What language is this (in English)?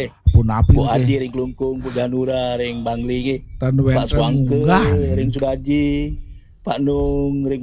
Balinese